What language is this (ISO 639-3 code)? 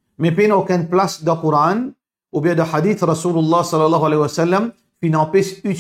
mfe